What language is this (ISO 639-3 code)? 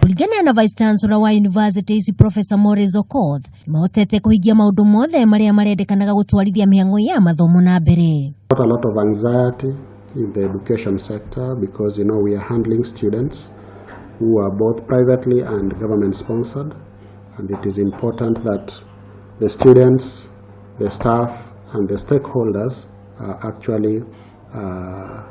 kik